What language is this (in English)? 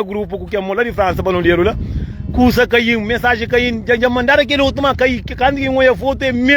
Kabuverdianu